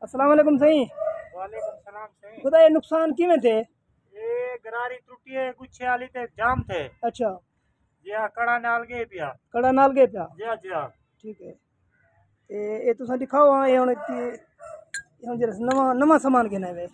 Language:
Saraiki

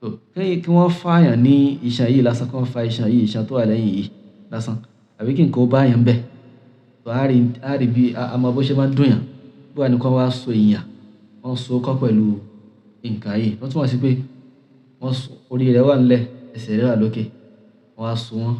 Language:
Yoruba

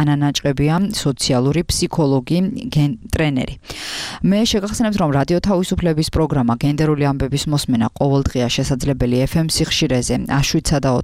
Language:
Georgian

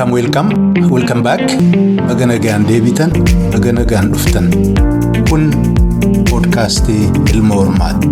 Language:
Oromo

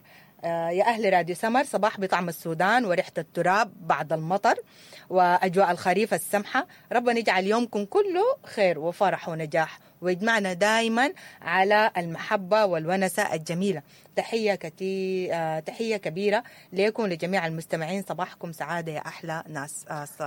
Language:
Sudanese Arabic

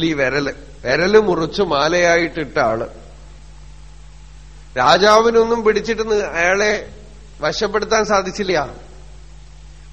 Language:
Malayalam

